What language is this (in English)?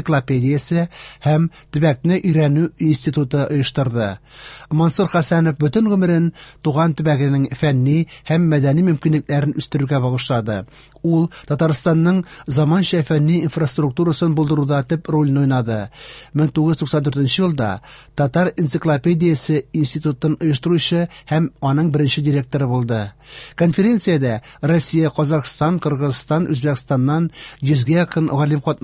Tatar